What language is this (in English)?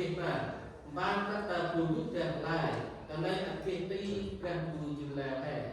Central Mnong